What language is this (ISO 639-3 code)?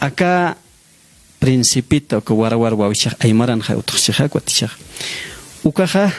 aym